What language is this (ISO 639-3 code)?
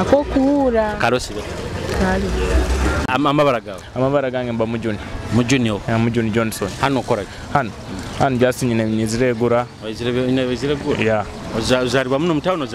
nyo